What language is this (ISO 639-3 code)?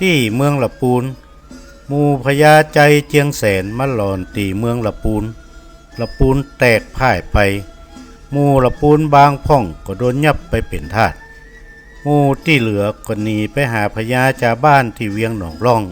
nod